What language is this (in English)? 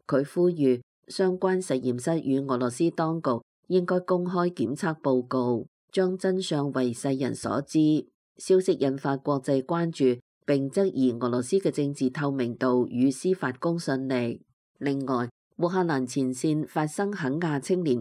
Cantonese